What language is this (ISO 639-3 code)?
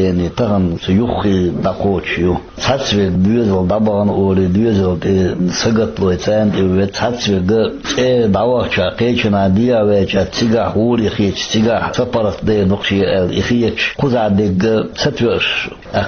che